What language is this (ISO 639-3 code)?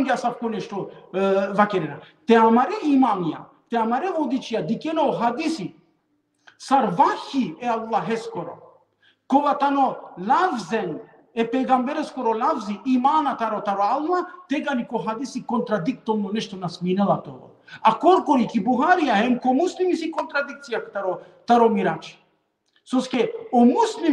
rmn